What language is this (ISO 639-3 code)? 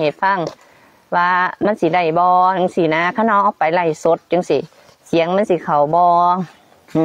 lao